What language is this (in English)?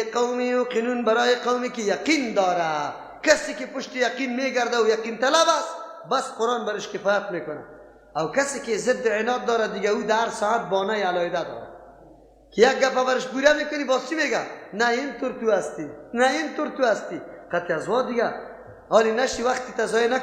Persian